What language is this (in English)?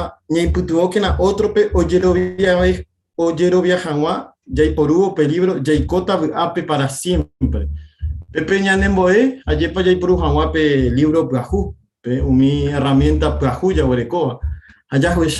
Guarani